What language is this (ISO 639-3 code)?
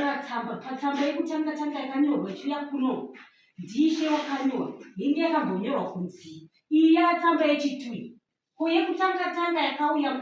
sna